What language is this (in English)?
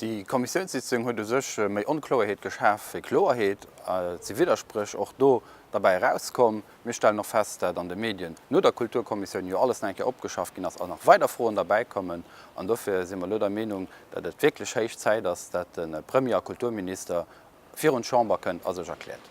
Luxembourgish